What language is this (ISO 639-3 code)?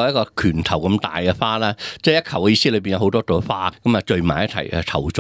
yue